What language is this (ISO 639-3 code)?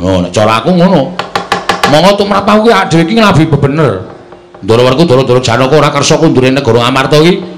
jav